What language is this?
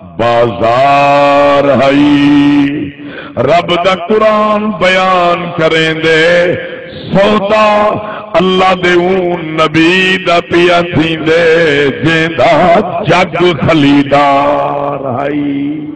Saraiki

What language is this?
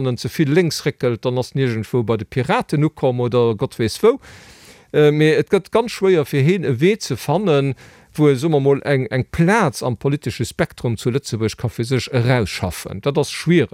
Luxembourgish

